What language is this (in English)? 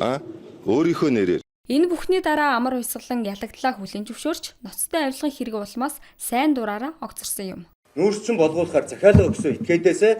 Mongolian